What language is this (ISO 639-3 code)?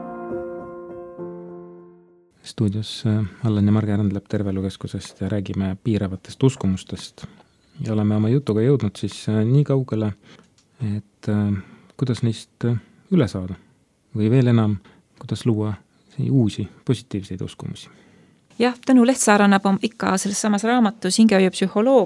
est